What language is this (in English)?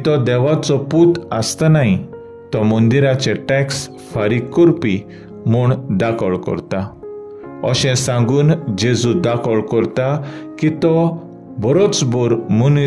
Konkani